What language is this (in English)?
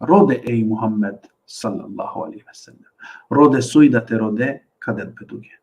Balkan Romani